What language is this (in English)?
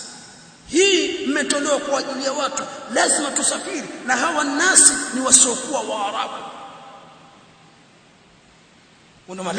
Swahili